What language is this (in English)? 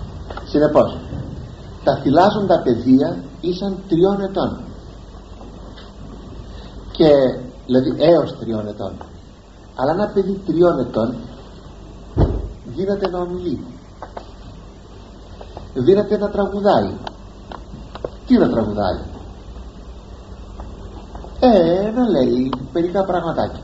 Greek